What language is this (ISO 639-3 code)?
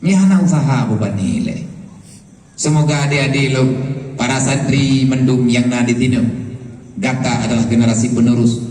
ace